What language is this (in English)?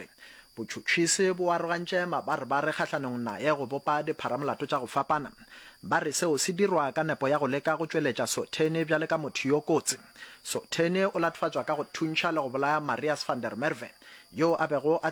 Northern Sotho